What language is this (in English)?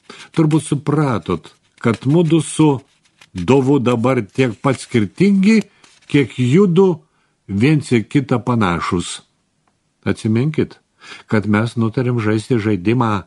Lithuanian